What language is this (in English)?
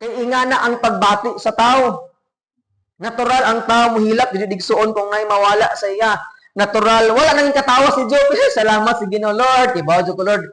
Cebuano